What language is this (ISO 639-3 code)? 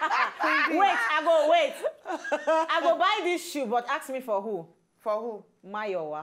pcm